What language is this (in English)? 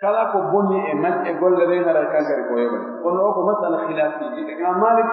Pular